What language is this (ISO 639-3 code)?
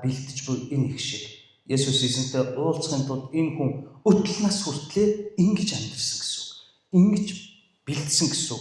mon